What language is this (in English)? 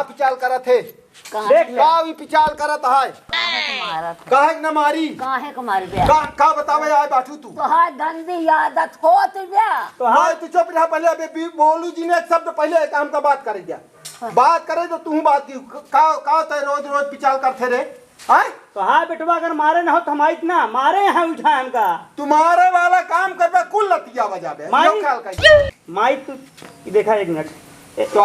Awadhi